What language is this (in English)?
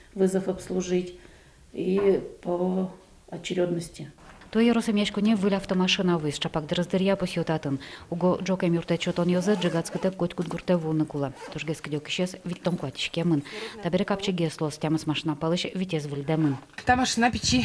Udmurt